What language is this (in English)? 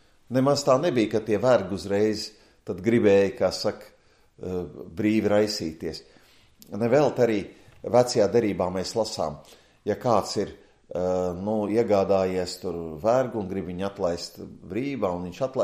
Latvian